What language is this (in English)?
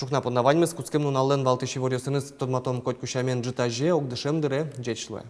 Udmurt